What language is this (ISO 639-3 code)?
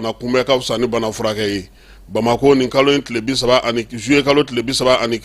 bam